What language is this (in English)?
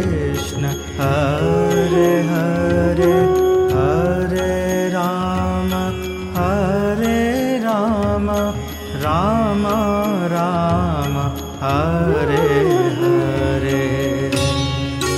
Hindi